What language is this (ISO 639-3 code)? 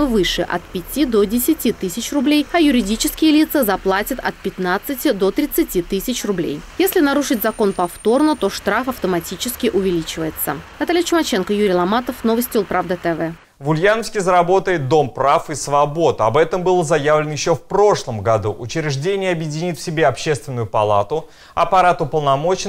rus